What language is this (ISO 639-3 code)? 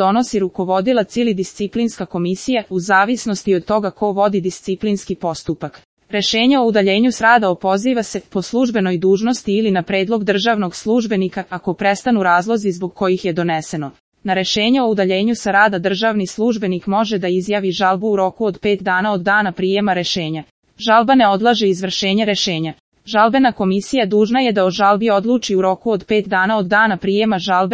srp